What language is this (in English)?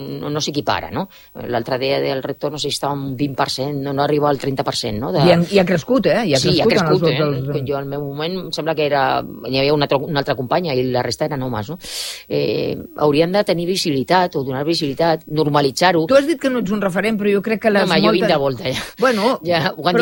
Catalan